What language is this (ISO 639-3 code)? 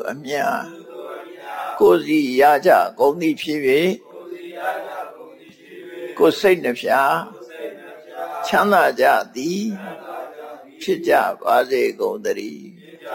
mya